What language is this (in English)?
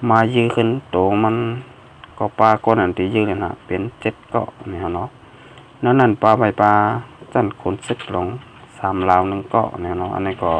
Shan